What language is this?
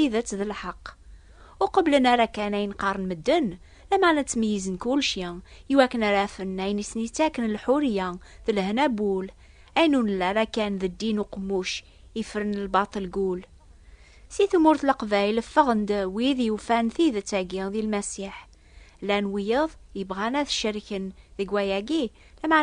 Kabyle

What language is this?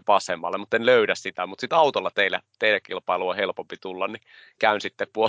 Finnish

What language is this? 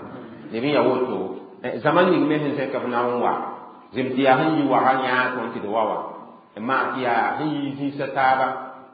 Mossi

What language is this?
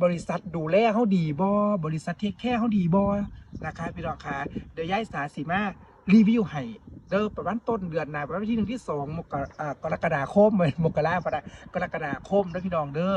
Northeastern Thai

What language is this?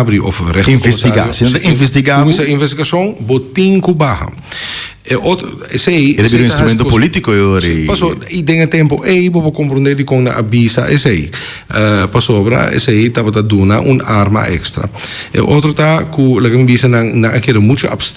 Papiamento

